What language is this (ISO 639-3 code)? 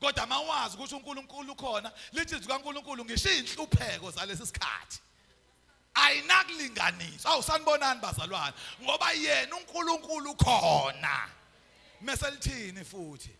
zul